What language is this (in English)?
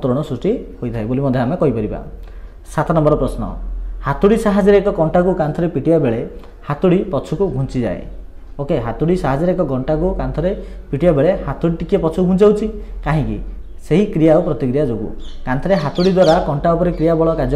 Odia